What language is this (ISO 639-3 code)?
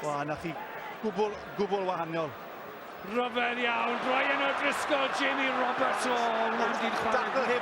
cym